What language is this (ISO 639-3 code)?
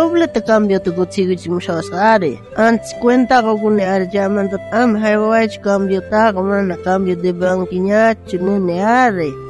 quh